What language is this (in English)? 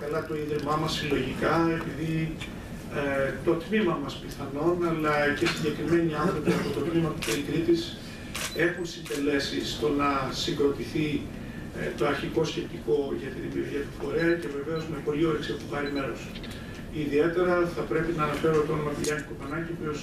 Greek